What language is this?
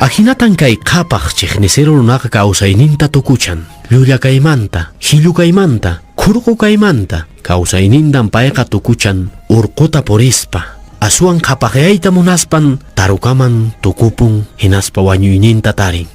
Quechua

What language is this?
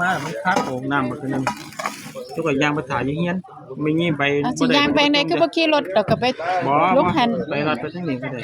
Northeastern Thai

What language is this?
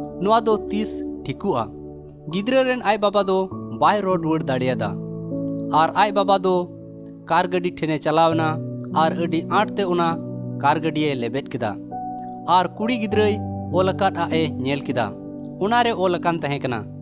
Santali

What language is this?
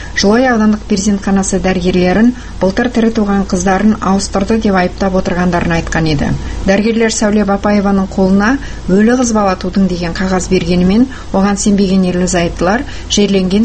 Kazakh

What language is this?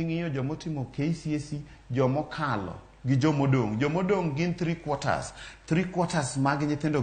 Luo (Kenya and Tanzania)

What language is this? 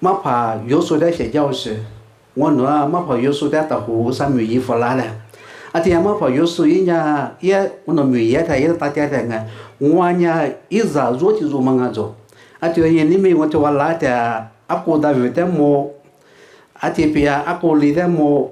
Lisu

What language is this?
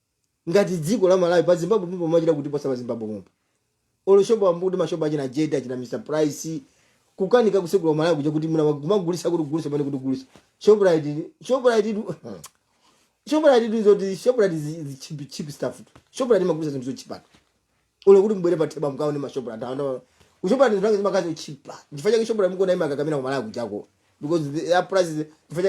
Nyanja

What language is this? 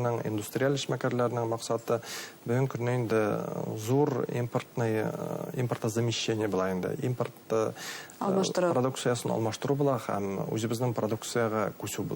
Bashkir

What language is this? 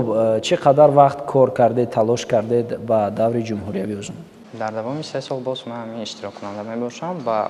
Tajik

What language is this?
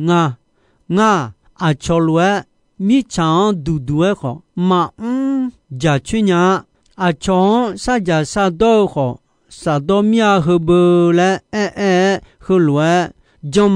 Akha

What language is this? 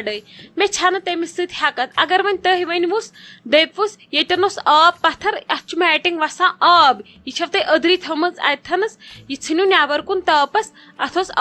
Kashmiri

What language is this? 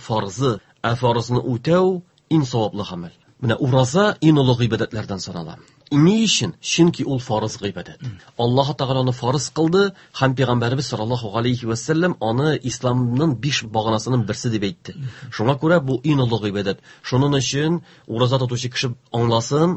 Tatar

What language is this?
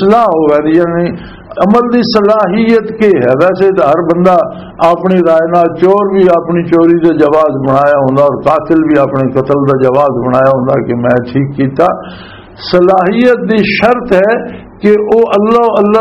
Western Panjabi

